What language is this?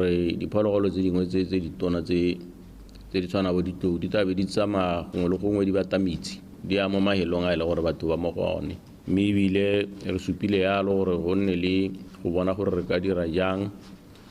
Tswana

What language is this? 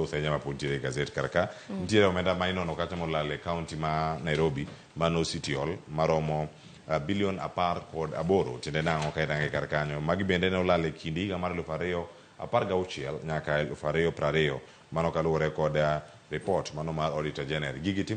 Luo (Kenya and Tanzania)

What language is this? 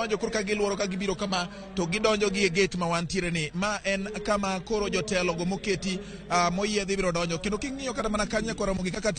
Luo (Kenya and Tanzania)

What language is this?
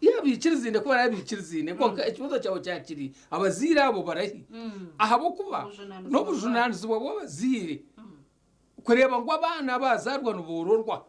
Nyankole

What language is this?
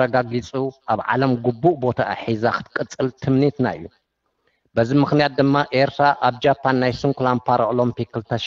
Tigrinya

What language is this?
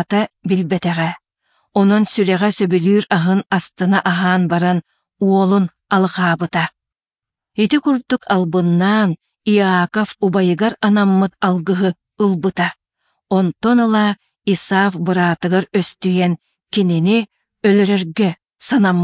Yakut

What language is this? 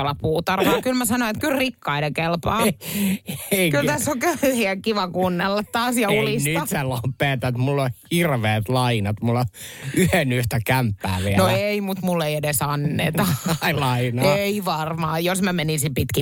Finnish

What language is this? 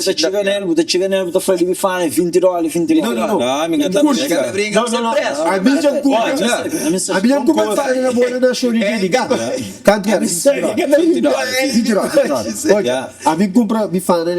Kabuverdianu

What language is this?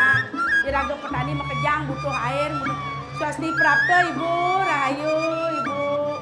Balinese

